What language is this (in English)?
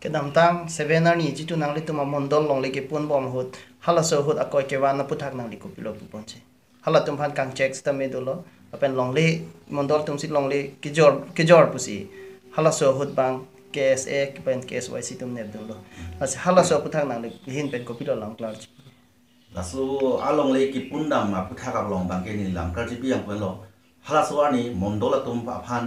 Karbi